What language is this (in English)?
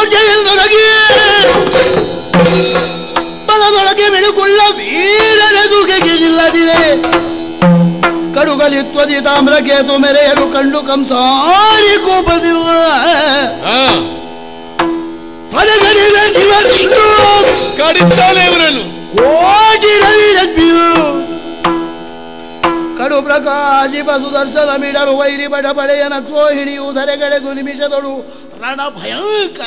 Kannada